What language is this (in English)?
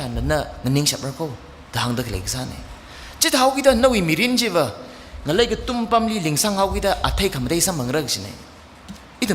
Tangkhul Naga (India)